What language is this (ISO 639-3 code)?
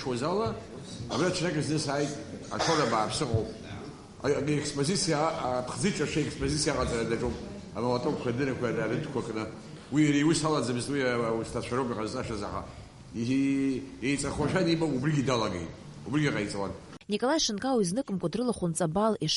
abk